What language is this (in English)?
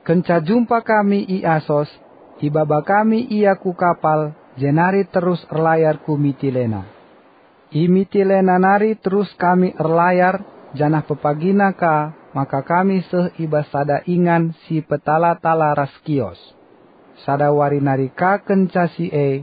Batak Karo